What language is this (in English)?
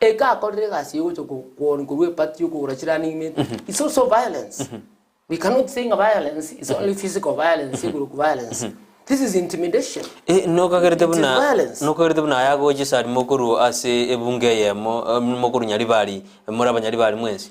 Gusii